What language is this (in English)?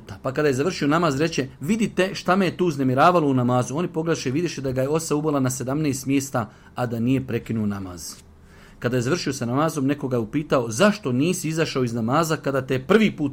Bosnian